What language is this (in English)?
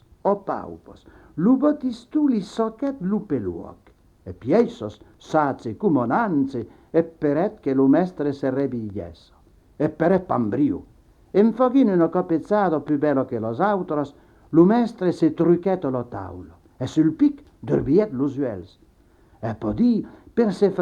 Occitan